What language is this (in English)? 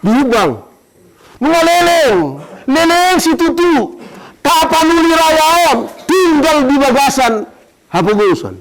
Batak Toba